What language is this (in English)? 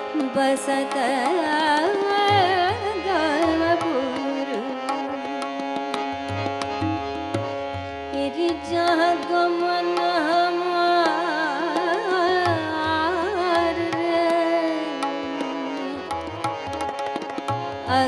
Bhojpuri